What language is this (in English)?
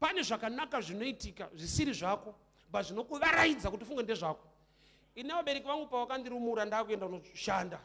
Shona